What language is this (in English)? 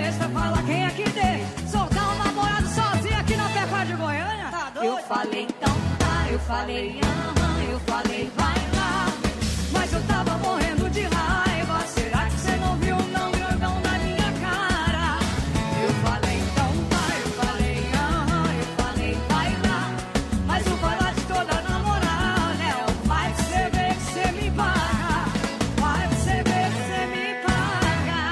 Portuguese